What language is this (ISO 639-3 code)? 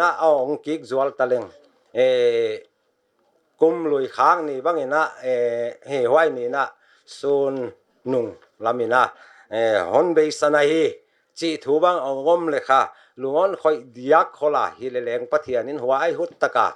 pck